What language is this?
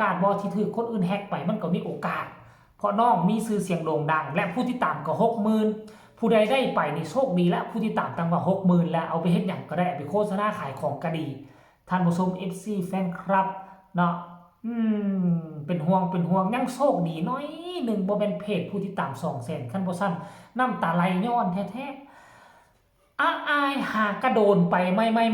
Northeastern Thai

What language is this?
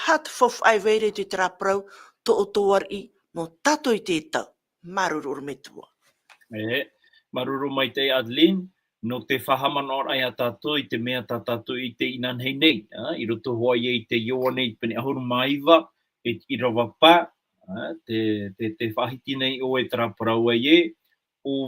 Tahitian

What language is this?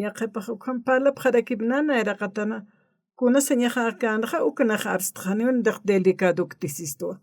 Aymara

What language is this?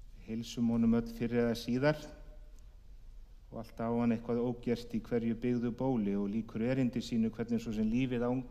Icelandic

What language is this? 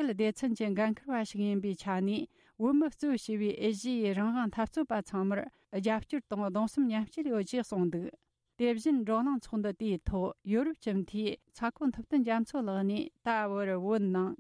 Tibetan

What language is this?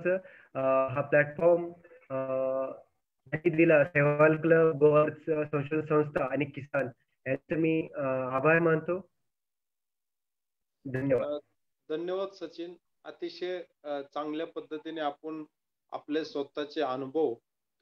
Marathi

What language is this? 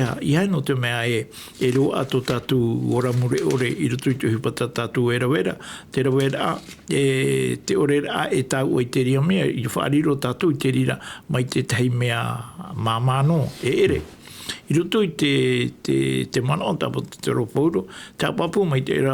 Tahitian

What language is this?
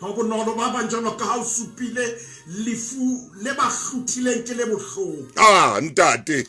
Southern Sotho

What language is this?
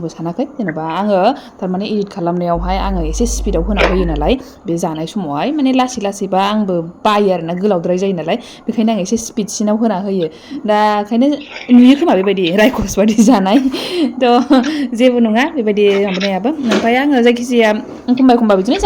Bodo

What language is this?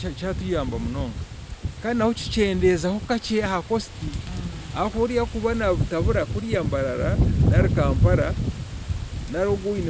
Nyankole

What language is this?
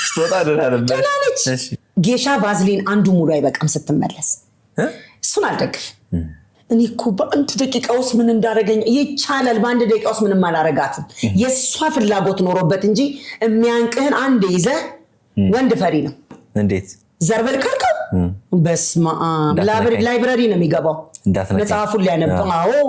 Amharic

